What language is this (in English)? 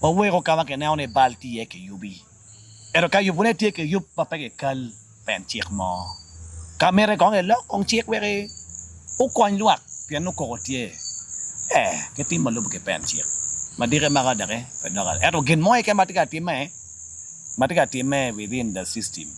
Acoli